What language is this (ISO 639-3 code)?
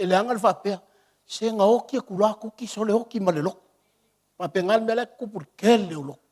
smo